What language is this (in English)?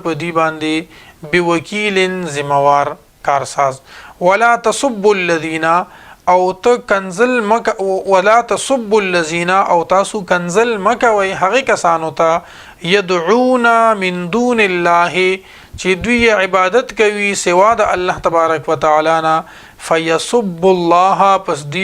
Pashto